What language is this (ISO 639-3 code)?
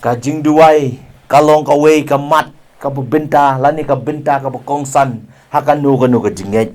kha